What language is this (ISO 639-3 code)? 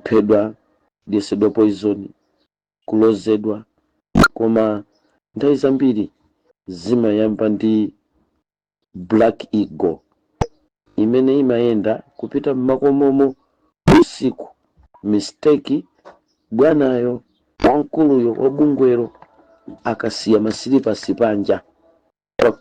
nya